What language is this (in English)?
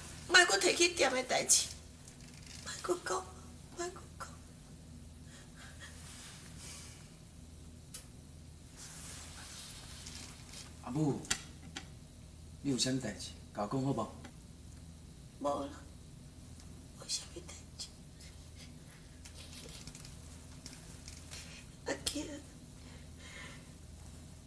Min Nan Chinese